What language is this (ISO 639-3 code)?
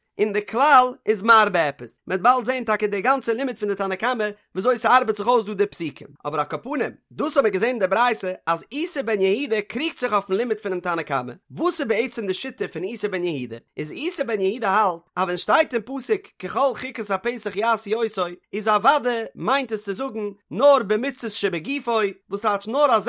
yid